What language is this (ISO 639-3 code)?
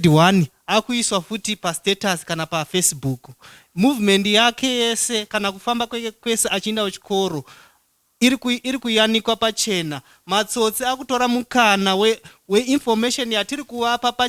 sna